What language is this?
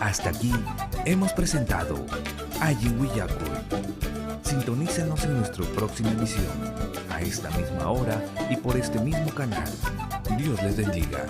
Ayacucho Quechua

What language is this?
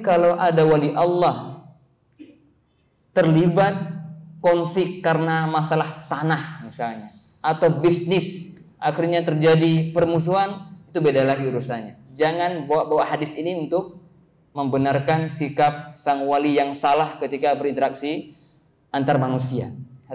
Indonesian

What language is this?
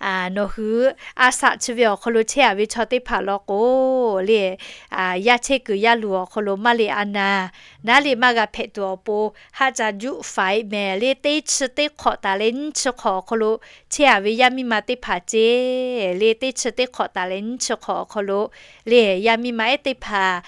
Lahu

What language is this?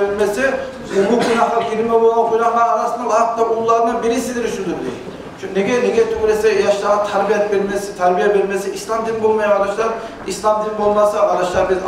Kumyk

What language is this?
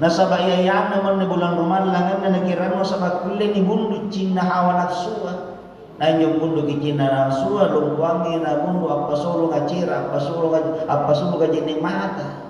Makasar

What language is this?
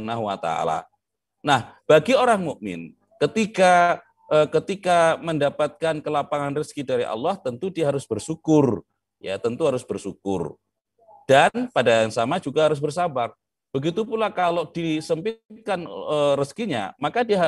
Indonesian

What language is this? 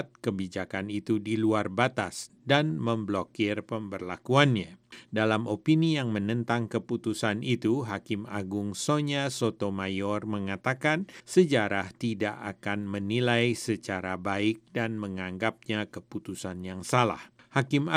Indonesian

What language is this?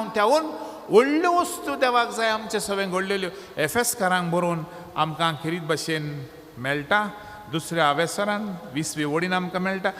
Konkani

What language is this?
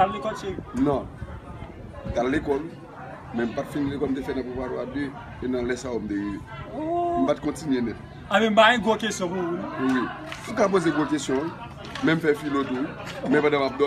Haitian Creole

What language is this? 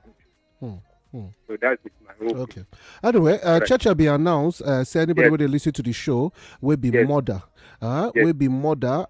Nigerian Pidgin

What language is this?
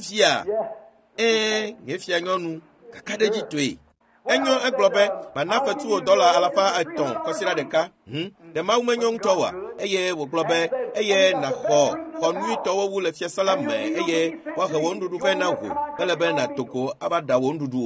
Ewe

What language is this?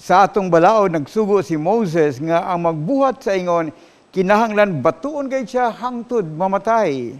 Cebuano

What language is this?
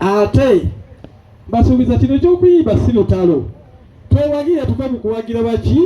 Ganda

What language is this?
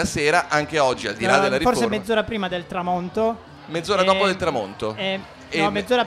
Italian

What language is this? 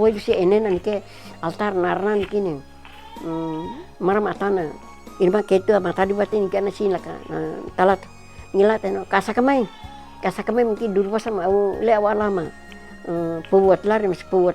Nauete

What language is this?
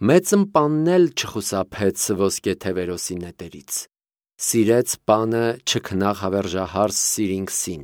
Armenian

